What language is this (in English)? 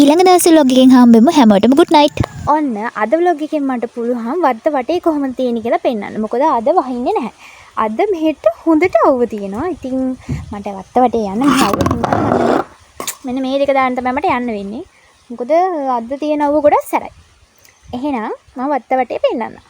Sinhala